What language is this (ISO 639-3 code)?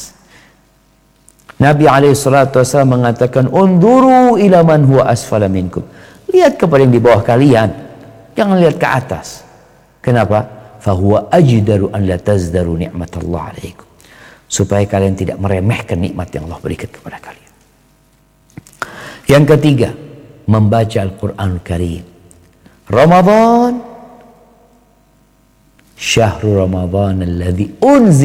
ind